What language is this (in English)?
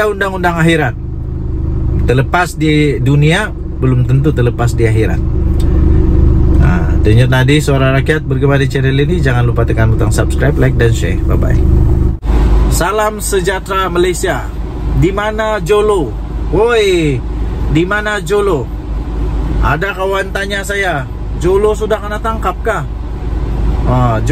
Malay